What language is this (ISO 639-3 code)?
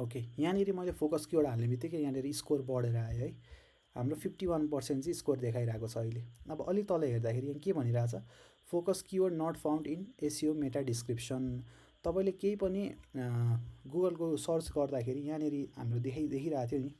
nep